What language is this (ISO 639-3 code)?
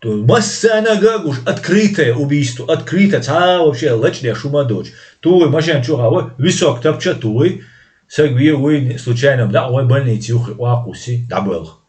che